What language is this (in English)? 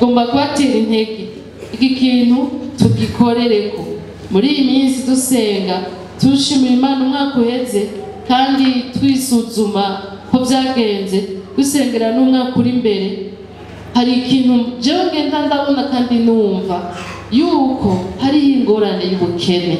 Rundi